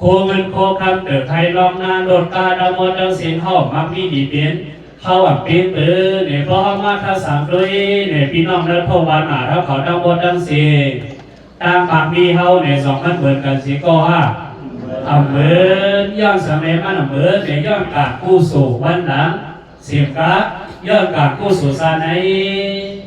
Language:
Shan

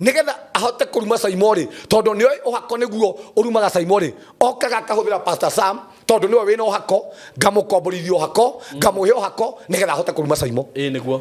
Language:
Kikuyu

